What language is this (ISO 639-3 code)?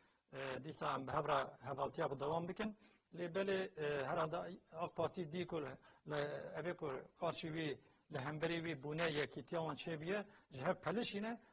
kur